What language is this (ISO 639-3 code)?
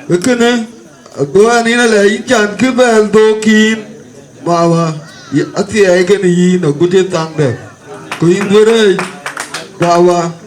din